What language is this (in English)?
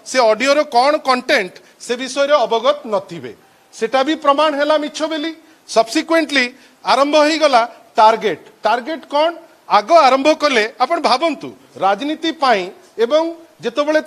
Odia